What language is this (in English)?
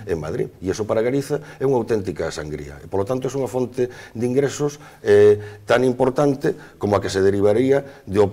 Galician